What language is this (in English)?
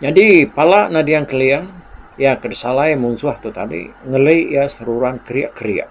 Iban